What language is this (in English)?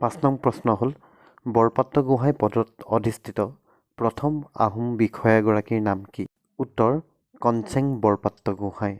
Assamese